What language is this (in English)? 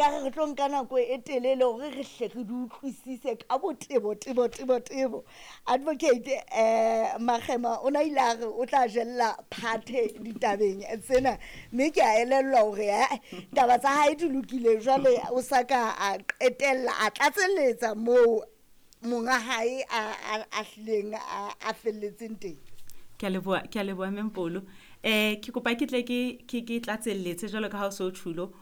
Southern Sotho